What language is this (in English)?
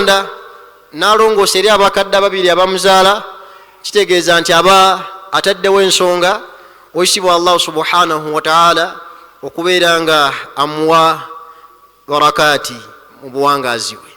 Ganda